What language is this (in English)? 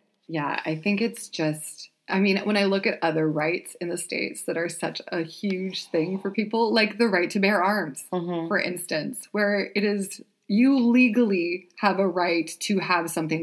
English